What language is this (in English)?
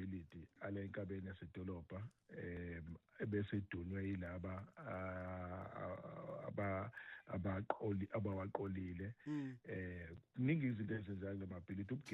Zulu